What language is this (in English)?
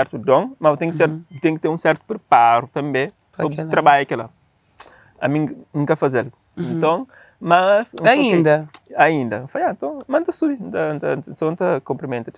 Kabuverdianu